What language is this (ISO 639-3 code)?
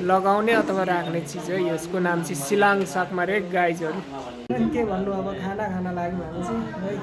nep